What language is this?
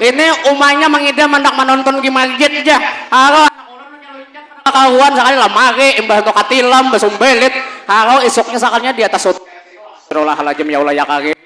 Banjar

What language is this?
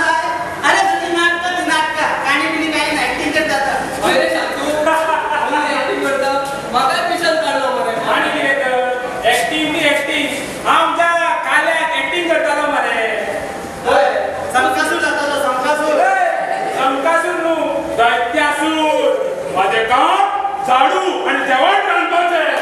Konkani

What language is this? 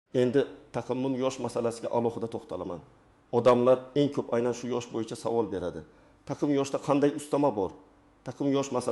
Uzbek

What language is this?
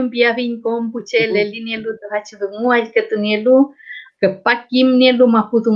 Mapuche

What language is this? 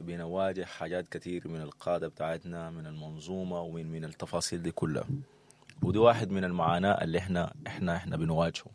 Sudanese Arabic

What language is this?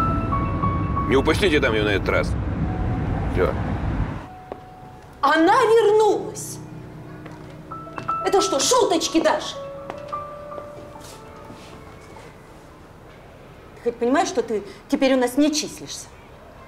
Russian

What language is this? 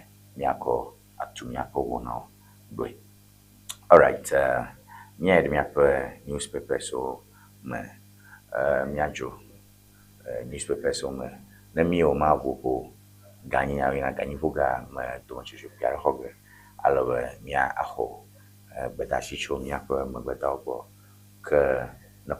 Ewe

